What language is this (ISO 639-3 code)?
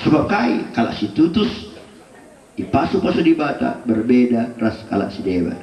btx